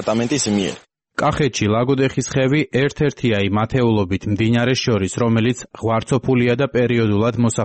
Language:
Georgian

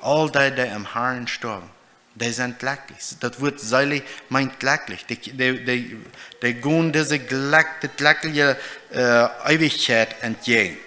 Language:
Plautdietsch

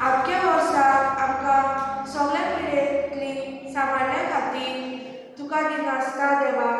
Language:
Konkani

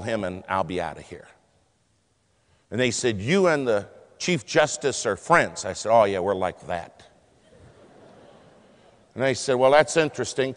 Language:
English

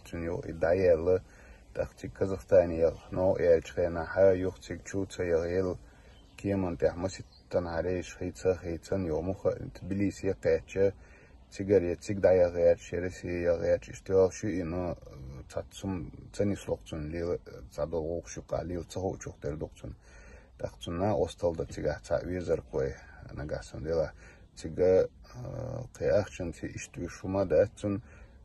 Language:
Chechen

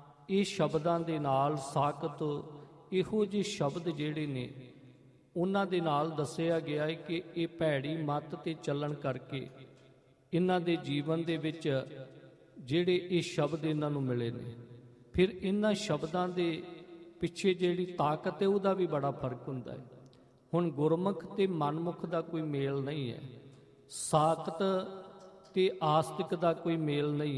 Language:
Punjabi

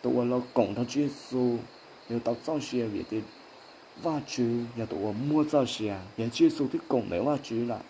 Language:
Hmong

